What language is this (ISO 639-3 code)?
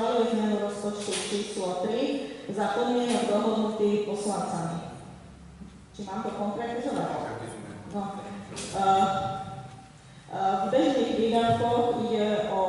slk